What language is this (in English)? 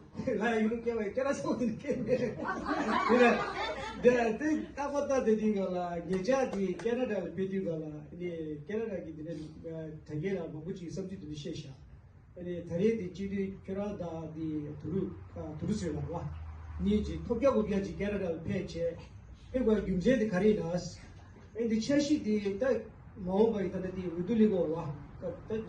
Tibetan